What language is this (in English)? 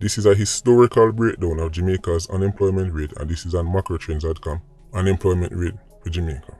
Jamaican Creole English